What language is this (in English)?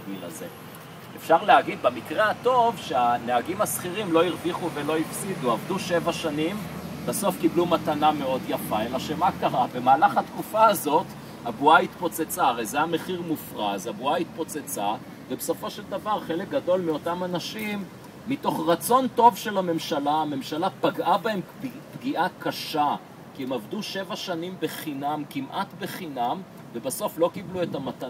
Hebrew